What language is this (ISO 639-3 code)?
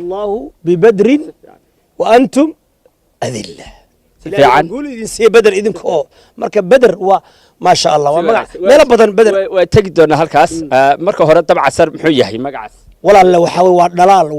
som